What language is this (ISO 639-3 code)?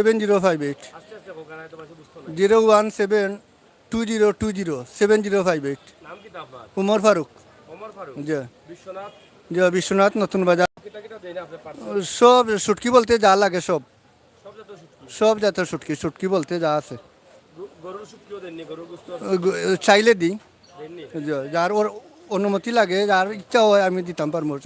syl